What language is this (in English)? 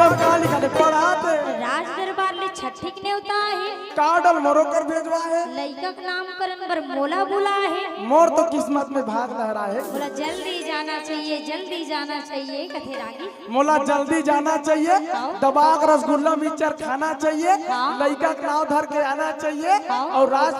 Chhattisgarhi